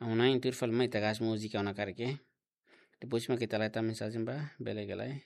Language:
Tetum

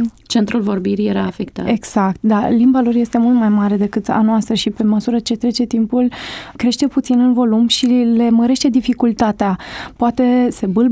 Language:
Romanian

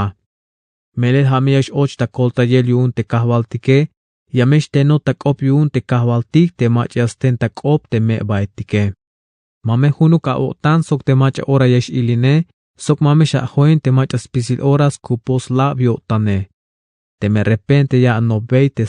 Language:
Tzeltal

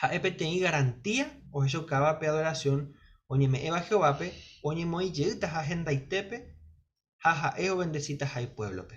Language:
Guarani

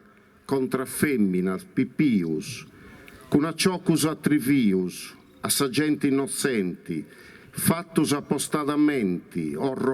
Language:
Sardinian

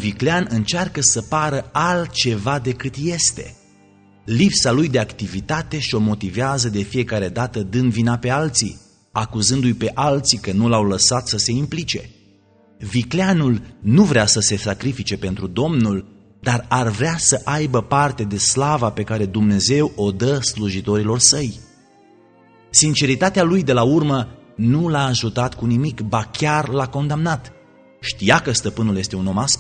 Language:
Romanian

